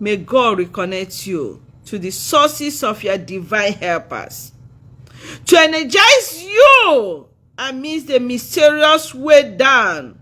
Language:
Igbo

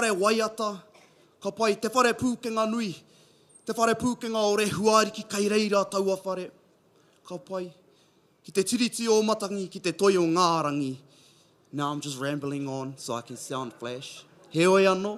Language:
Māori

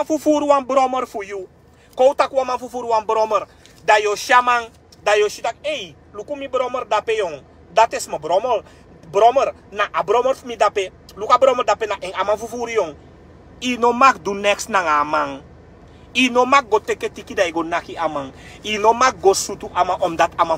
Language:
Sranan Tongo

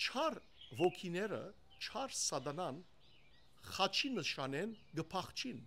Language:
Western Armenian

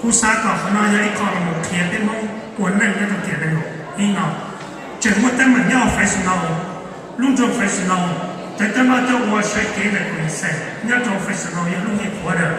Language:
Hmong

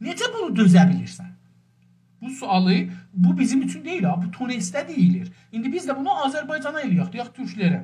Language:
South Azerbaijani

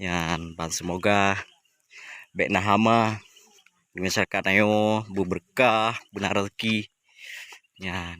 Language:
Achinese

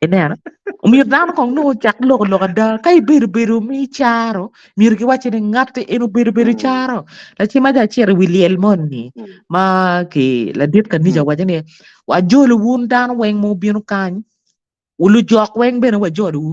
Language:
Acoli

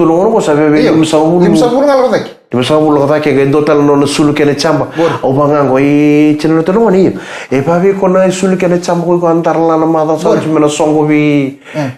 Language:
Fijian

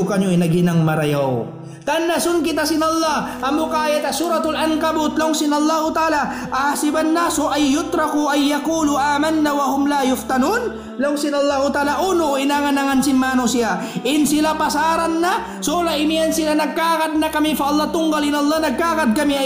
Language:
Tausug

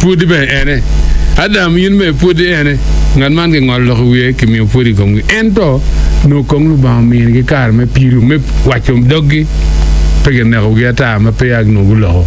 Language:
Acoli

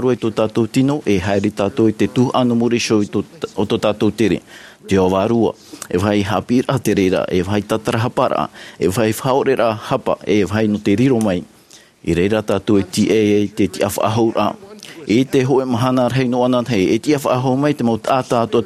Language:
Tahitian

